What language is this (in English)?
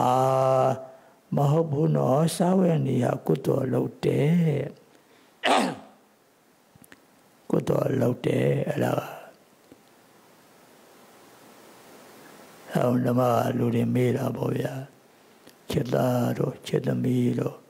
Burmese